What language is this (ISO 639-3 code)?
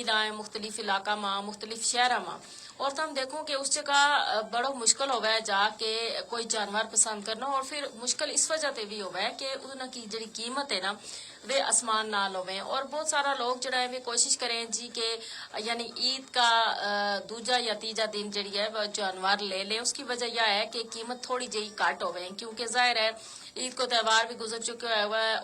gju